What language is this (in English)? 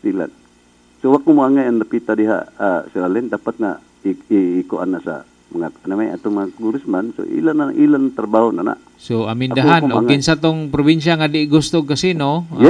Cebuano